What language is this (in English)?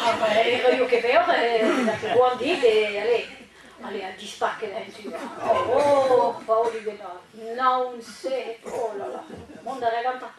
Breton